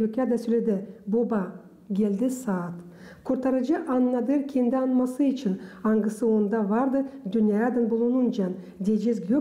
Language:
Gagauz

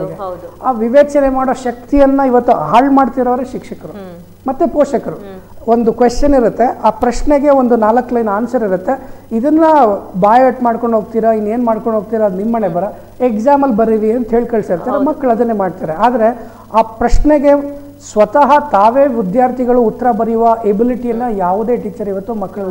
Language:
Kannada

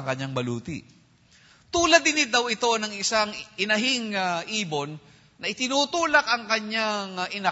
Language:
Filipino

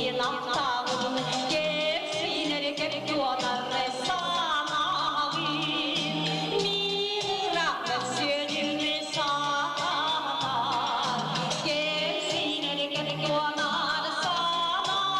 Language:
Yakut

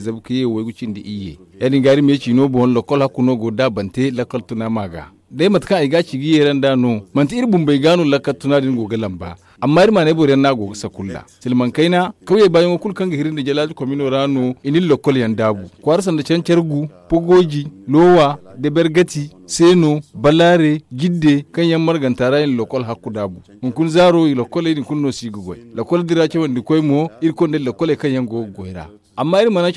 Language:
Zarma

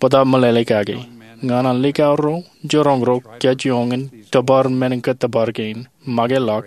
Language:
Marshallese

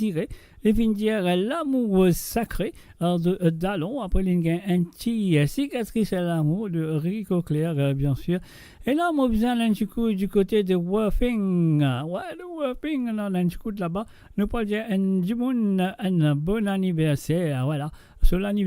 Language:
Morisyen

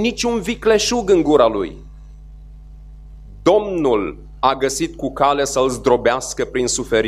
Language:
Romanian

